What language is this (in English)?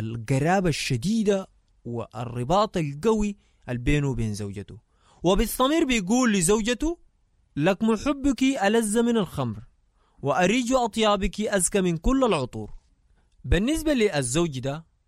Sudanese Arabic